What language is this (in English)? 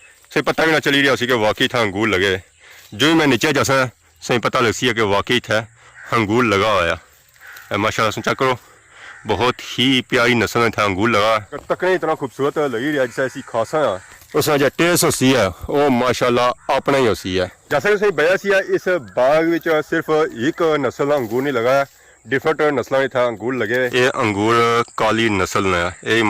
Pahari-Potwari